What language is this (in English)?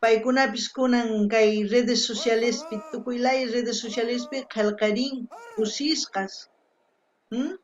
South Bolivian Quechua